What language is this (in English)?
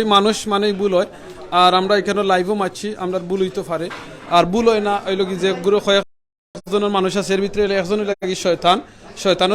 Sylheti